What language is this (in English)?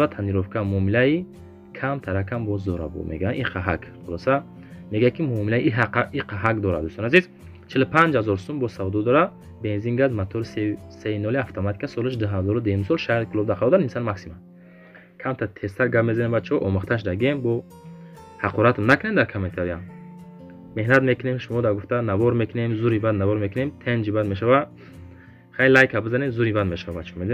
Tajik